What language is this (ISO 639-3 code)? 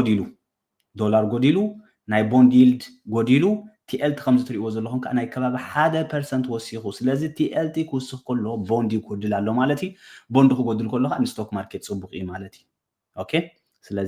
tir